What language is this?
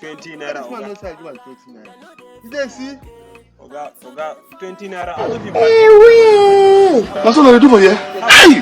Nigerian Pidgin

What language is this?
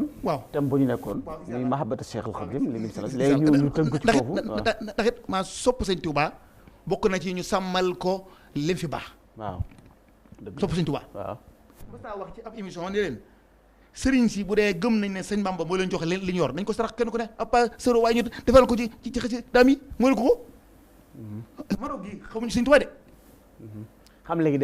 Wolof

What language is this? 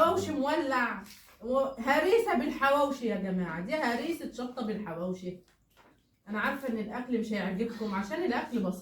Egyptian Arabic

